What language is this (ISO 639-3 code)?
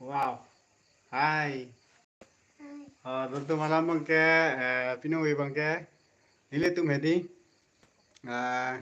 mjw